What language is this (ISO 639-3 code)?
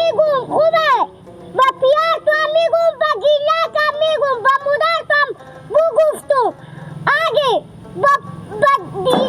haz